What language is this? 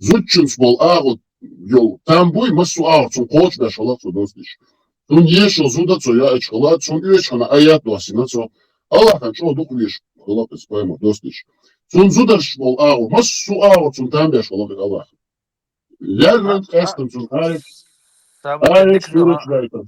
Chechen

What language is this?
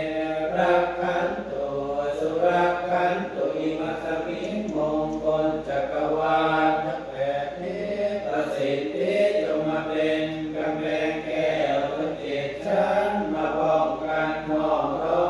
Pali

